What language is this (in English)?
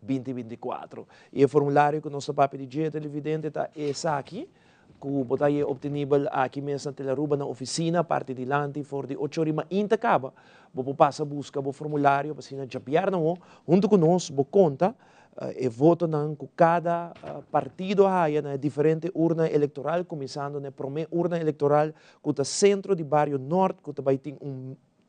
Papiamento